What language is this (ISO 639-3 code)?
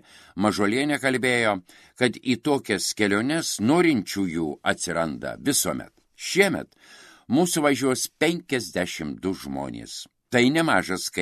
lit